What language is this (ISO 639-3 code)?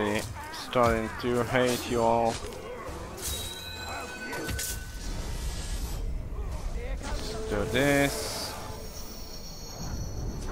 eng